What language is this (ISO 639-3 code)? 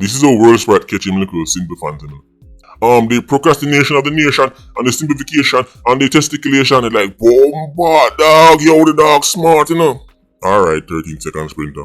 jam